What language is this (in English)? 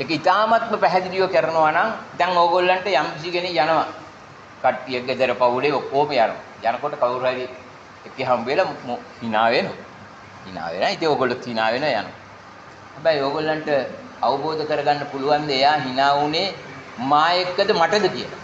Sinhala